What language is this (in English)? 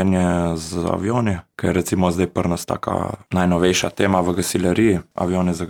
Slovenian